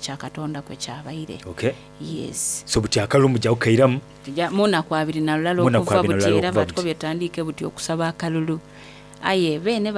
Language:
Soga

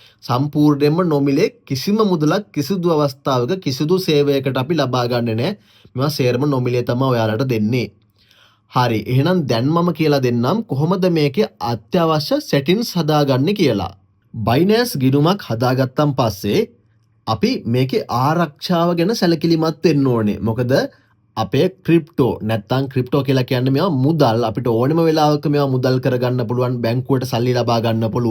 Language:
Sinhala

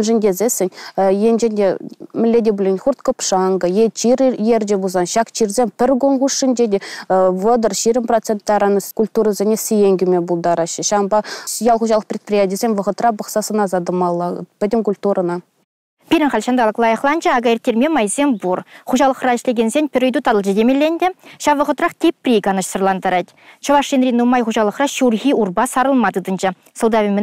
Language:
Chuvash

